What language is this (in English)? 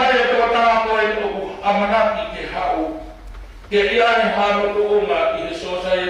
Tongan